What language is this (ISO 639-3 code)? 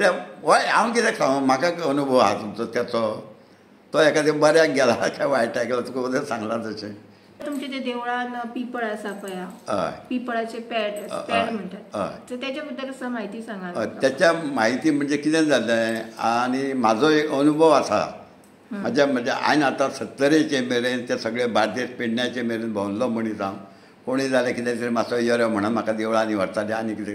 kok